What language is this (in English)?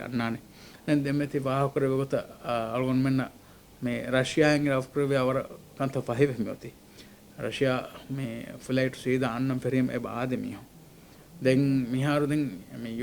Divehi